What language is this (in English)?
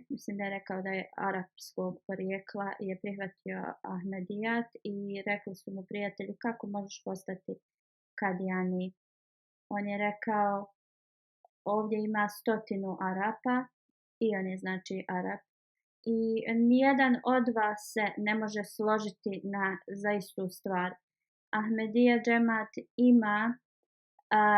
Bosnian